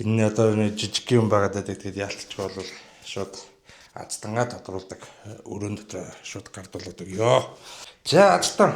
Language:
Mongolian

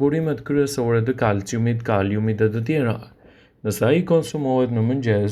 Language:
Albanian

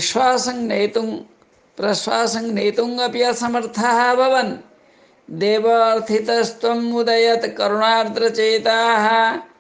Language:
Sanskrit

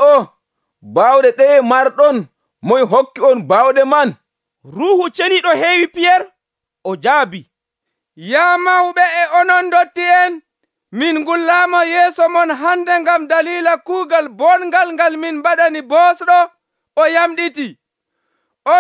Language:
Nigerian Fulfulde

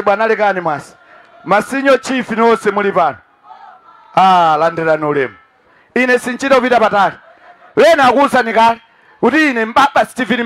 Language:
Nyanja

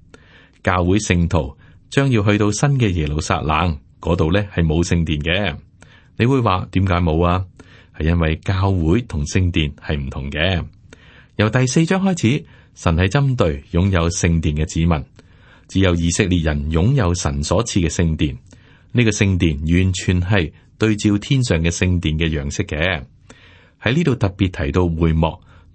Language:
Cantonese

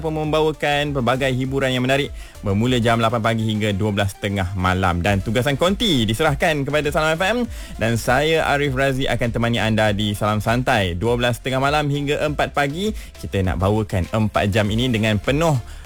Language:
Malay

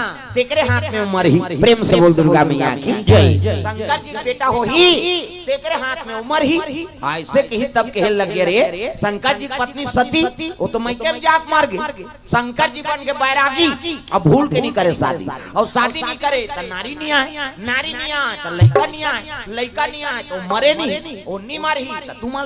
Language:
Chhattisgarhi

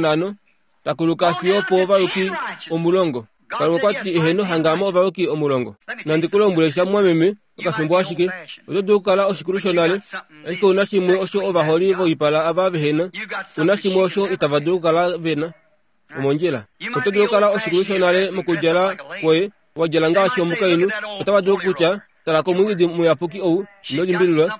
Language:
Kuanyama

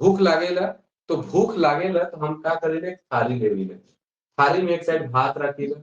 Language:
Sadri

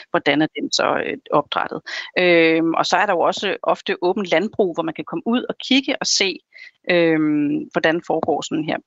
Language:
Danish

